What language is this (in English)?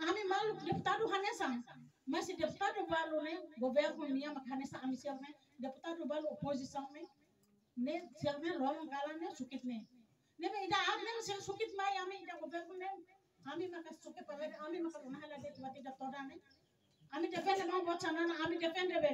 Tetum